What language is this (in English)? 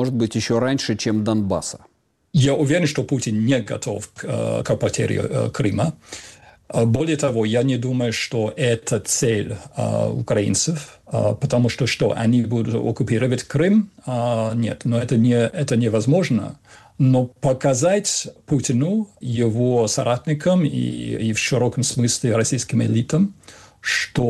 Russian